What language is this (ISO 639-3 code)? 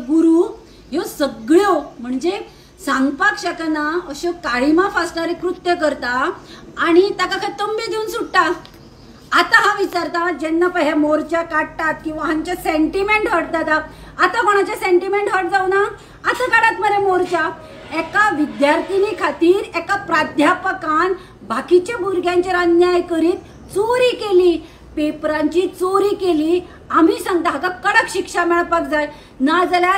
kok